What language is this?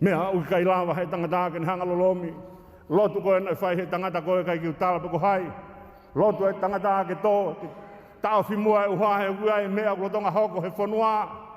Tongan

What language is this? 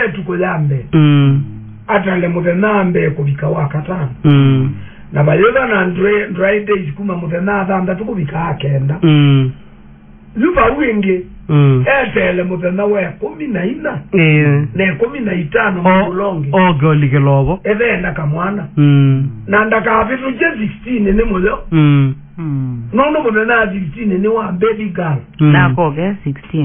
Kamba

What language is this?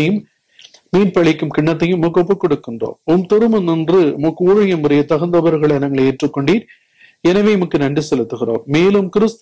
Tamil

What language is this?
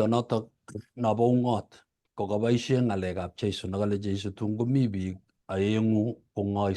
Kalenjin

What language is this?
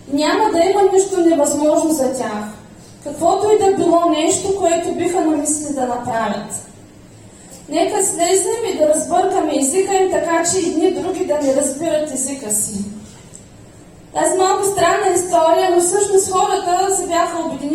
Bulgarian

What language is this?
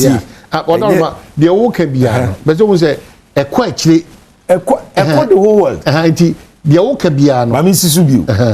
Akan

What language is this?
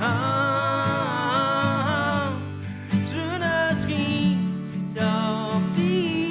Gronings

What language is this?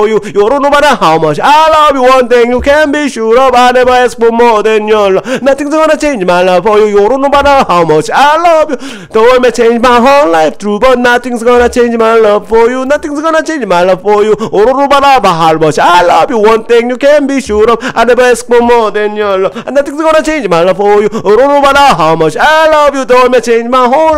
English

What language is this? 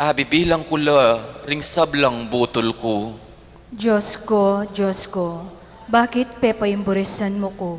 Pampanga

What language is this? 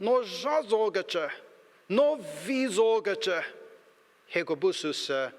Angami Naga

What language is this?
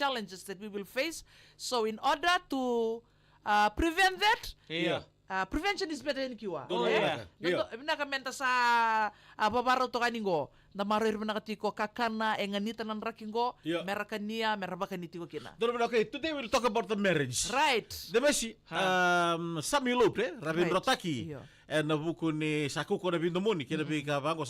Fijian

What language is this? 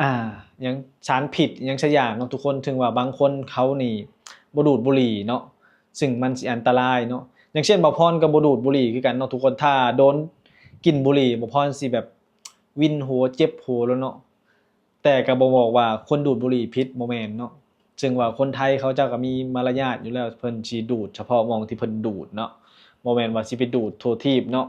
Lao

